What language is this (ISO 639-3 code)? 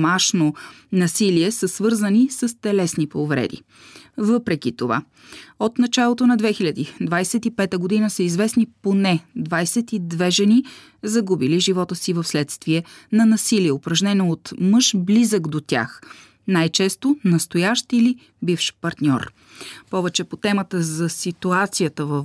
bul